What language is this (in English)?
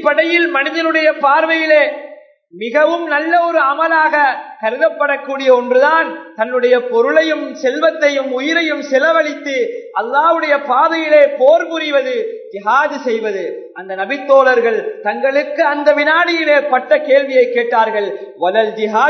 Tamil